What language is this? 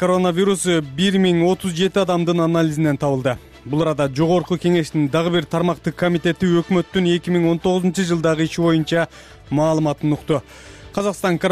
Kyrgyz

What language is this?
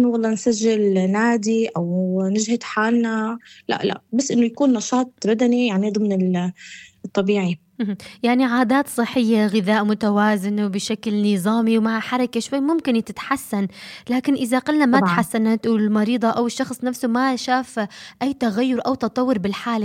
North Levantine Arabic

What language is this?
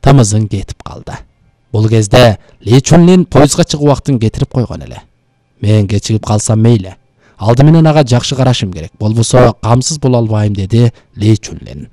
Kyrgyz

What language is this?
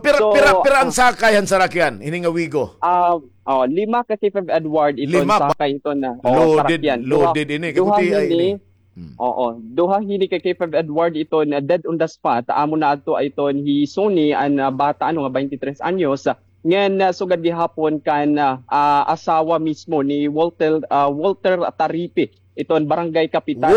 Waray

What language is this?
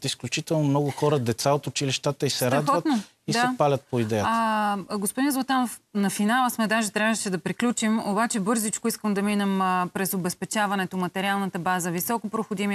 Bulgarian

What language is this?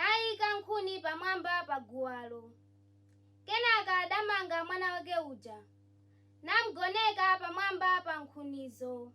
Nyanja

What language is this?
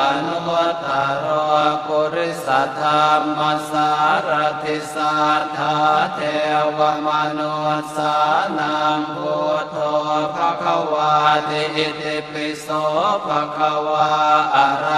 Pali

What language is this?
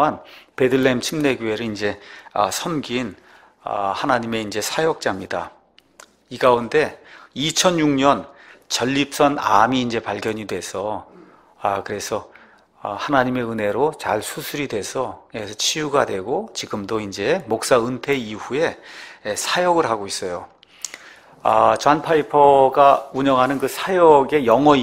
Korean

